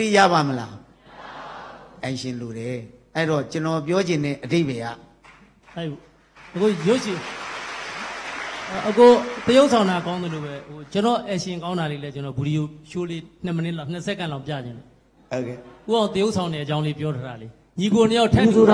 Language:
Burmese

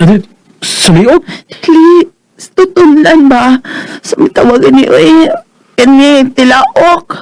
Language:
Cebuano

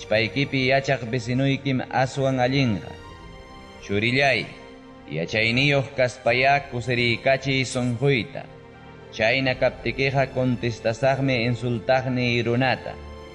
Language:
Ayacucho Quechua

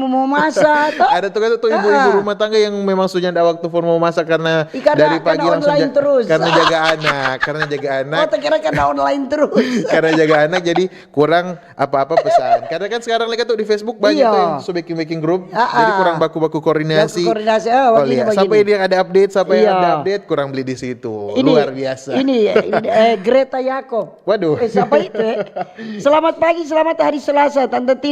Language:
Manado Malay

